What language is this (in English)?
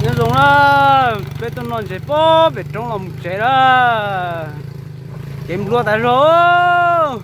Hmong